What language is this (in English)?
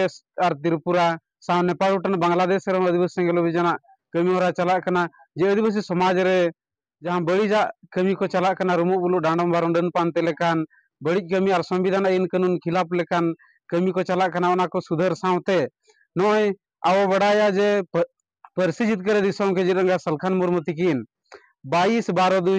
Santali